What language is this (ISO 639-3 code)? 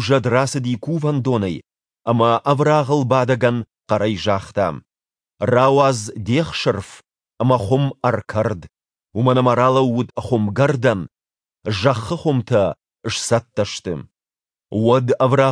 oss